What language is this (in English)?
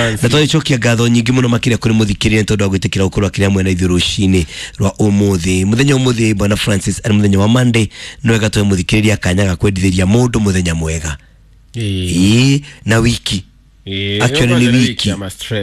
Kikuyu